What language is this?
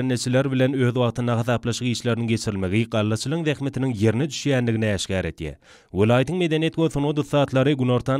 Turkmen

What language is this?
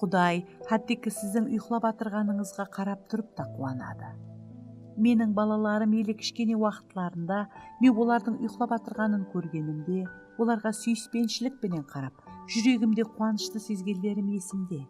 Kara-Kalpak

